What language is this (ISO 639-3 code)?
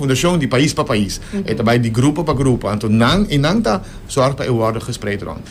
pap